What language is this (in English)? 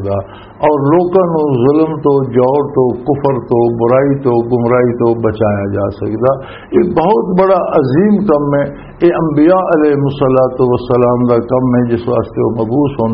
Western Panjabi